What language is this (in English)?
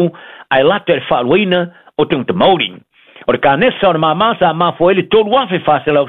Samoan